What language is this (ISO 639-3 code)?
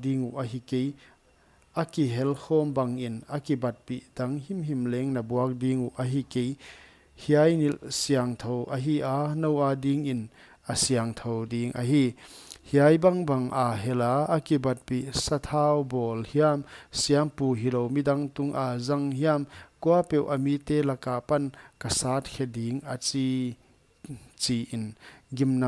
pck